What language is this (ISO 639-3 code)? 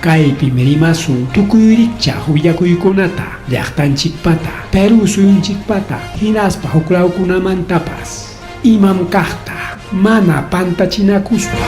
quy